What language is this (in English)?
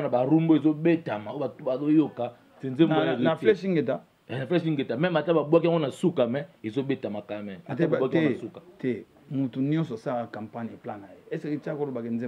Lingala